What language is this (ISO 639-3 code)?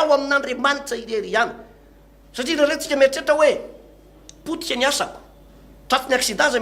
mlg